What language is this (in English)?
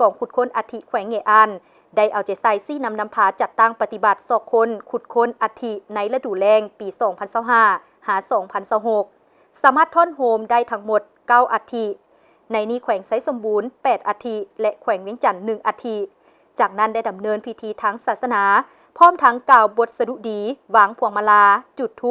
Lao